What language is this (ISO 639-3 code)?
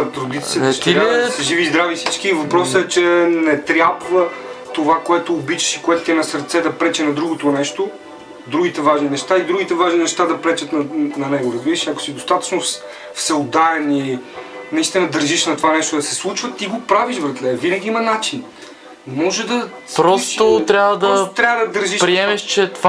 bul